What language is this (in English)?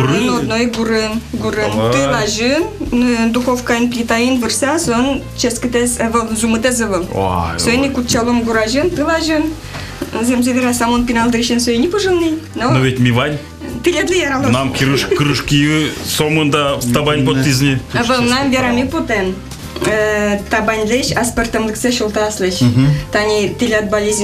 Udmurt